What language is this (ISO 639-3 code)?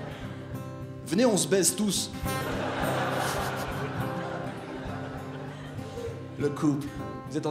fra